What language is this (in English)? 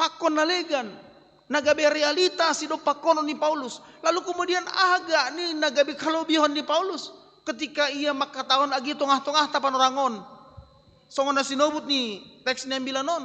Batak Simalungun